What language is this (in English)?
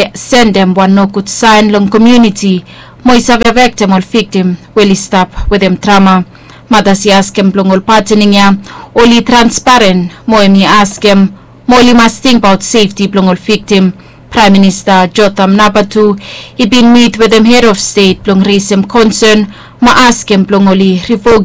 Bislama